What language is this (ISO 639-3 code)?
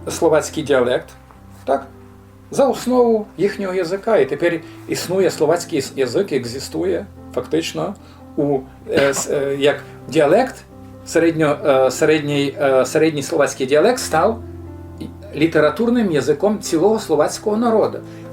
rue